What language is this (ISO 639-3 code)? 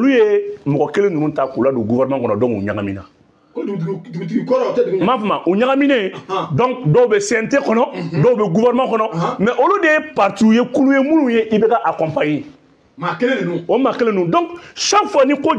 bam